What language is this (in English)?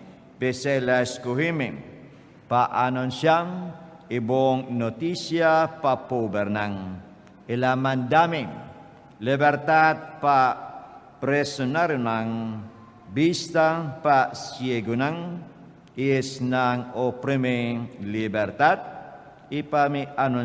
Papiamento